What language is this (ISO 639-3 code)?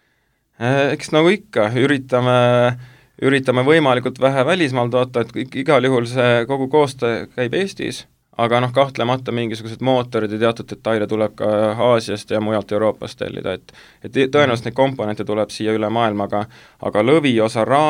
est